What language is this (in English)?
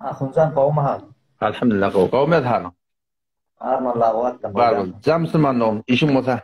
Turkmen